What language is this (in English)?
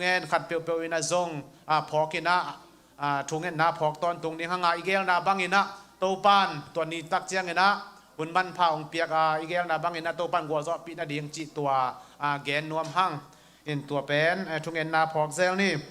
Tedim Chin